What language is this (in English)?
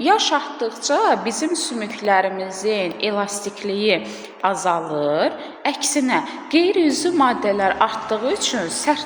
Azerbaijani